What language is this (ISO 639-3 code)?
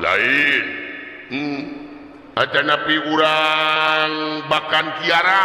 sun